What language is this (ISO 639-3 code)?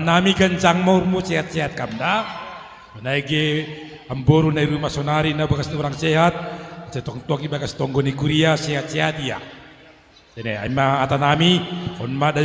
bts